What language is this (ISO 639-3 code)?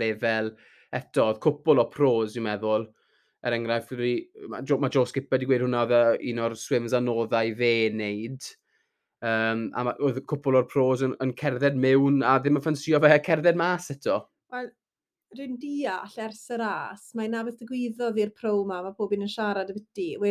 cym